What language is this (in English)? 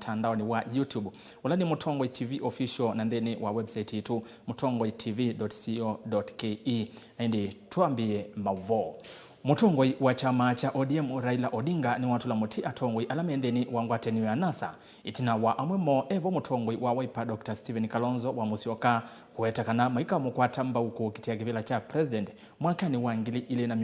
Kamba